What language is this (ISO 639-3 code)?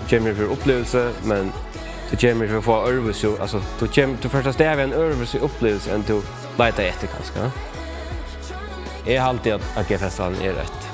fao